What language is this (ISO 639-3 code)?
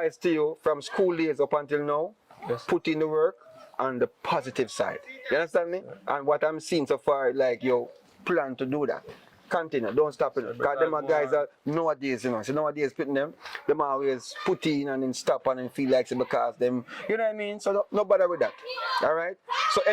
jam